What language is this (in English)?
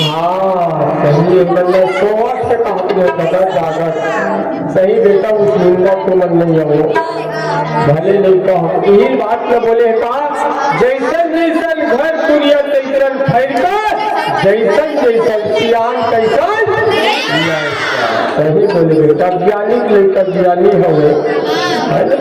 Chhattisgarhi